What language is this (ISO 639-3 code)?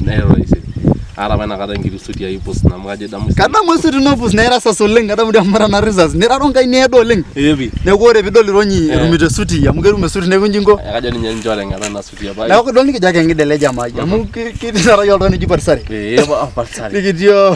mas